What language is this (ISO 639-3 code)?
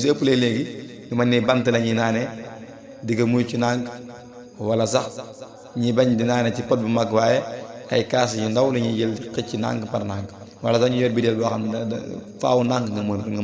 wol